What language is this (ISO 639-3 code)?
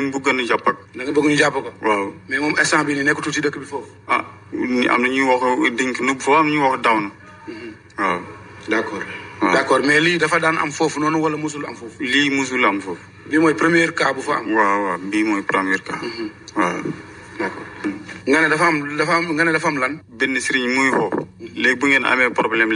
wol